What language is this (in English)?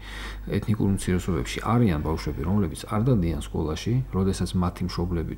Georgian